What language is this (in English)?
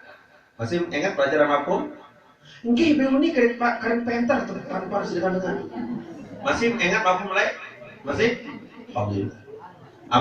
Sasak